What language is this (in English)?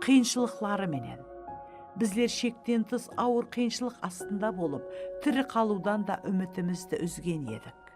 Kara-Kalpak